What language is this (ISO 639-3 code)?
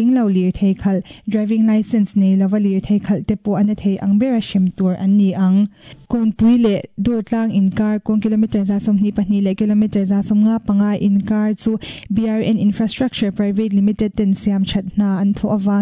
lus